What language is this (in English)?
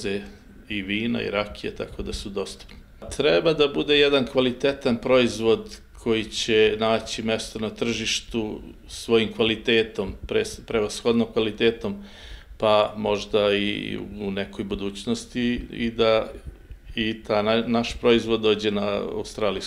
Serbian